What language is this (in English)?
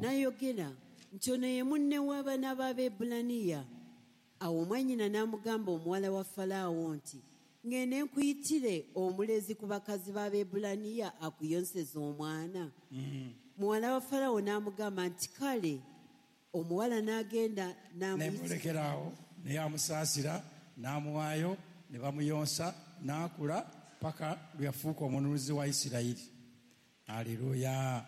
Ganda